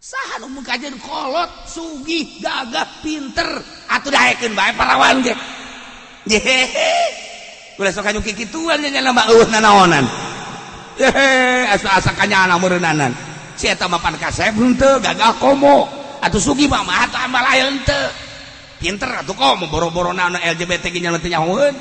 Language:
Sundanese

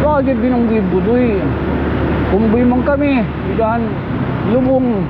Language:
Waray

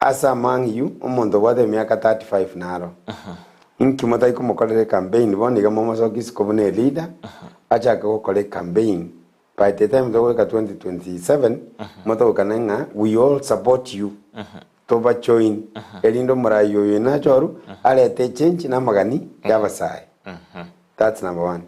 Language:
Gusii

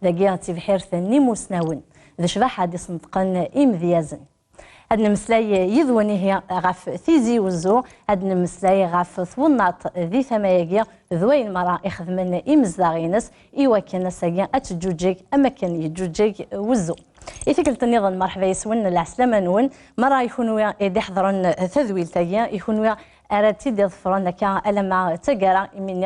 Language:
Kabyle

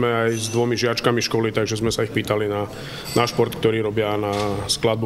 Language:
Slovak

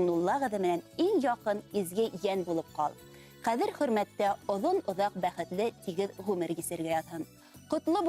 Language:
Bashkir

